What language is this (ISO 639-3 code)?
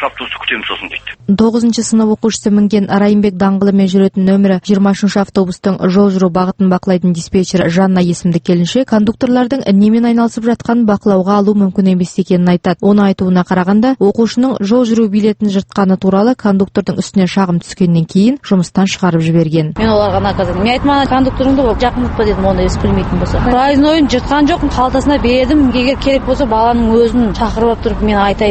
kaz